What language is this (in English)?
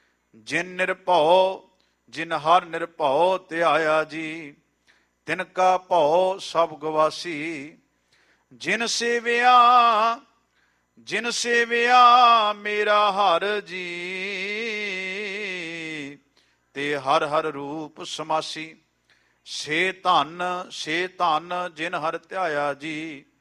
Punjabi